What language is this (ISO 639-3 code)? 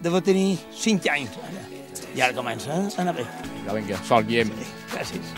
cat